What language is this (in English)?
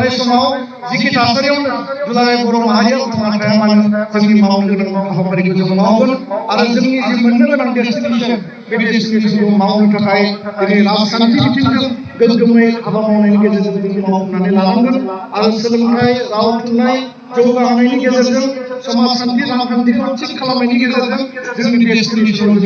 Bodo